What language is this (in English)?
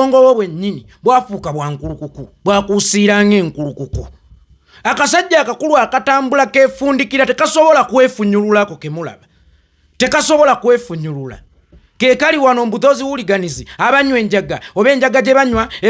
Ganda